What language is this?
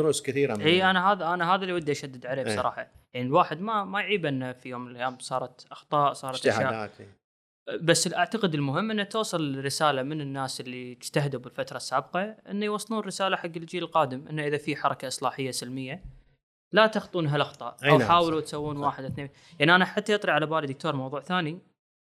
Gulf Arabic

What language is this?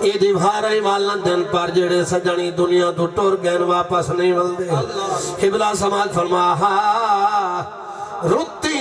Saraiki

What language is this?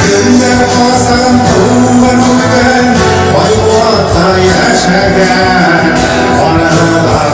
Bashkir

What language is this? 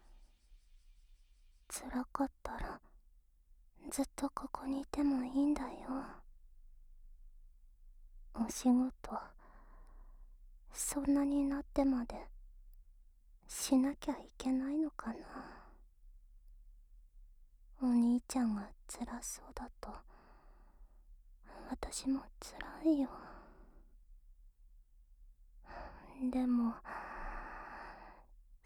Japanese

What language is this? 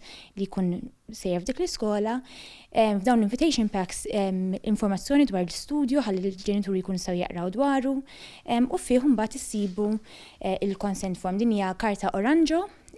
Maltese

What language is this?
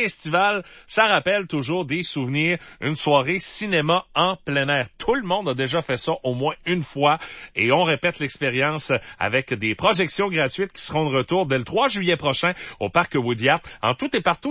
French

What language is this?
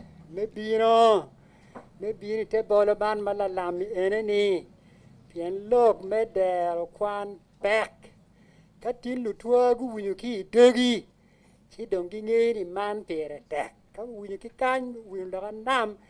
Acoli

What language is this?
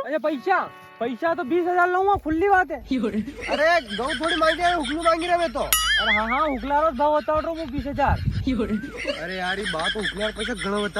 Rajasthani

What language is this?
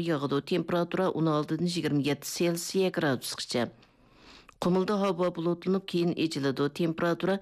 Uyghur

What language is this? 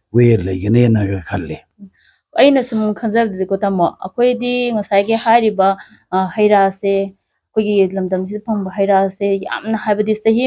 Manipuri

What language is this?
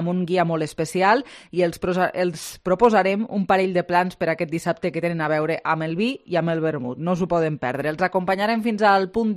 Catalan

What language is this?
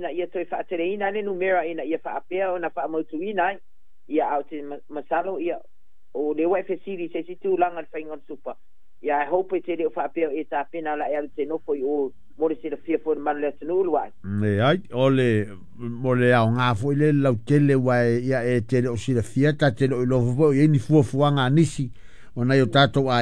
Samoan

